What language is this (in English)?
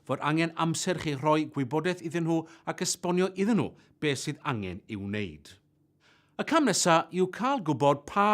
Welsh